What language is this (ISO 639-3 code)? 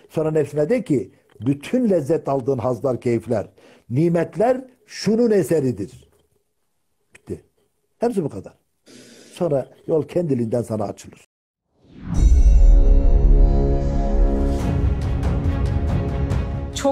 tur